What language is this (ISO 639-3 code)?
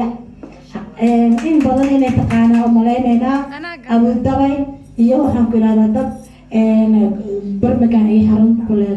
som